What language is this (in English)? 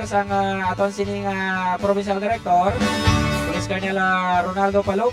Hiligaynon